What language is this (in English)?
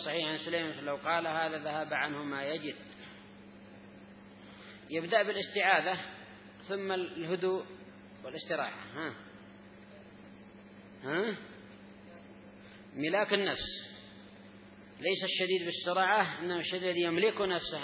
Arabic